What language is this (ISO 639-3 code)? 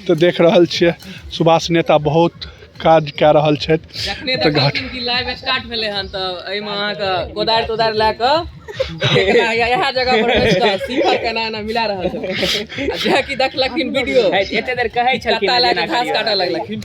mai